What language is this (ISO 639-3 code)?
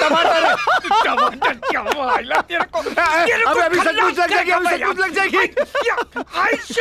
hin